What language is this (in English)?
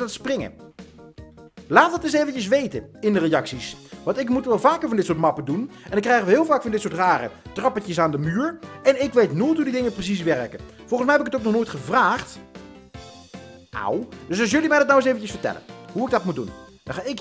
Dutch